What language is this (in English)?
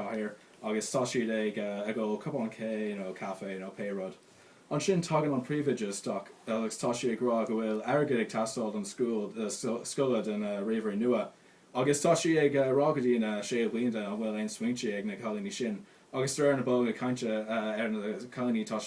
Irish